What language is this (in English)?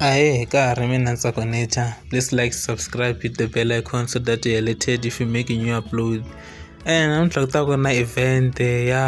Tsonga